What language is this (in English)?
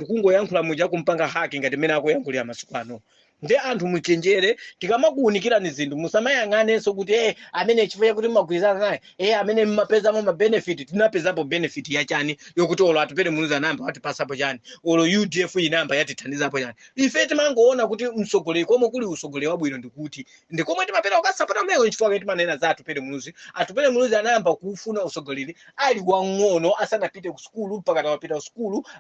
Nyanja